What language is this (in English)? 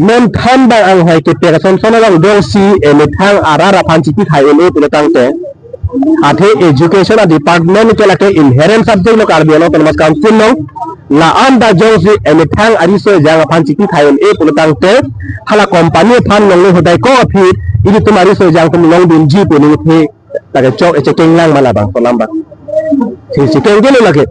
Karbi